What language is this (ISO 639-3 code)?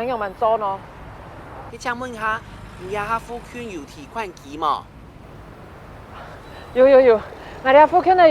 hak